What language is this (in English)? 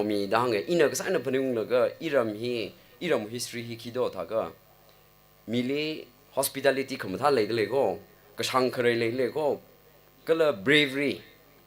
Tangkhul Naga (India)